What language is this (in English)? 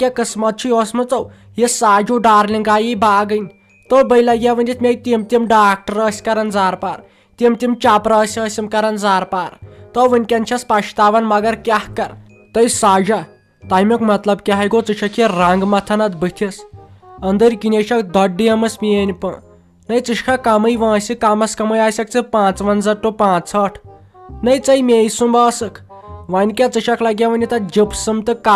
Kashmiri